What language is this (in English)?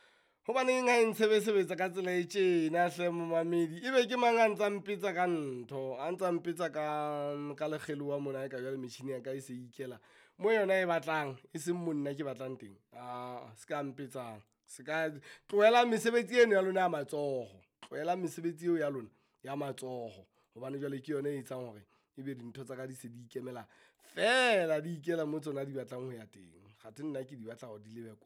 Southern Sotho